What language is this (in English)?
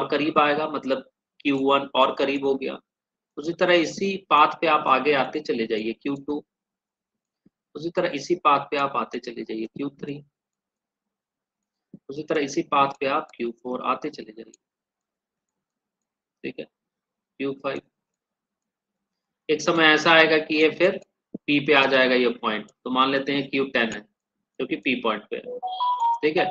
Hindi